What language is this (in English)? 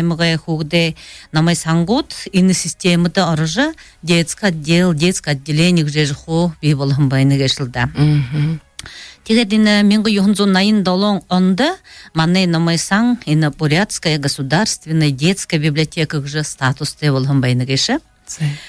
Buriat